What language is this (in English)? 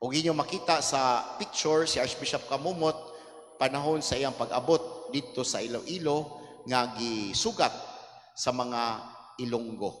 Cebuano